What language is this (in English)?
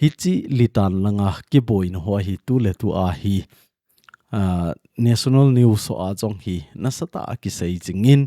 Thado Chin